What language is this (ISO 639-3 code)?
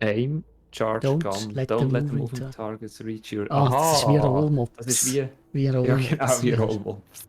gsw